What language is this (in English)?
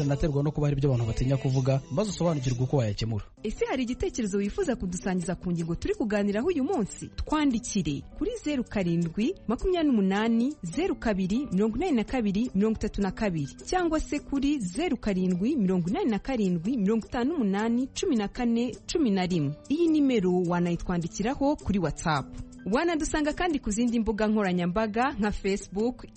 Kinyarwanda